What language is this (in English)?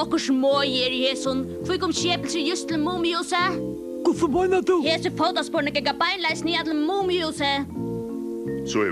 Faroese